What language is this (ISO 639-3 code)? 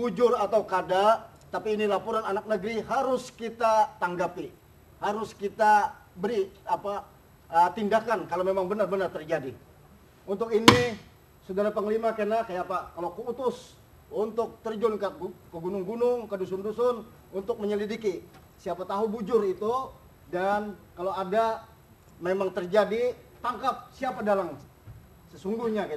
bjn